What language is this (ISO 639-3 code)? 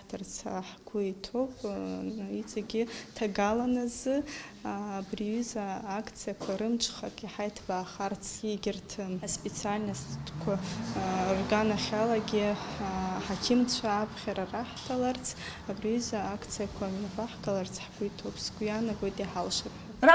abk